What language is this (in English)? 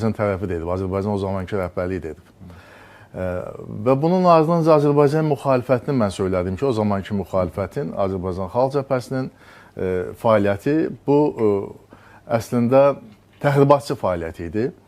Azerbaijani